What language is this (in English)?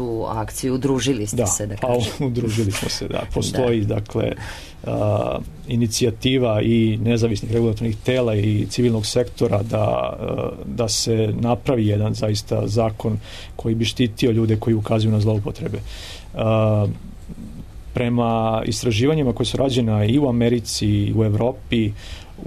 Serbian